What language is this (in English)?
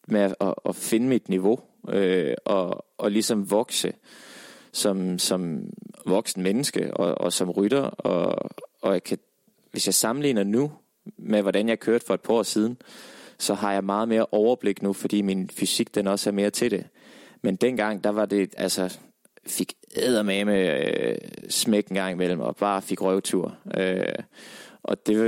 Danish